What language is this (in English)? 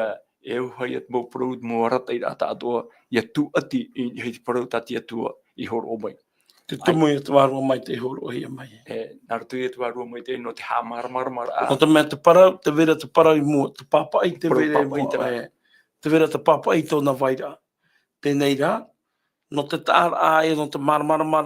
Tahitian